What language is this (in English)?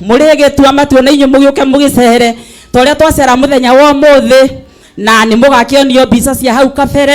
Kikuyu